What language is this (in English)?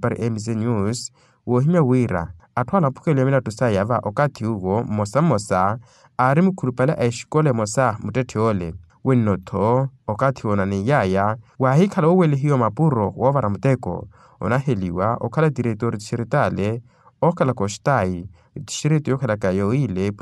Makhuwa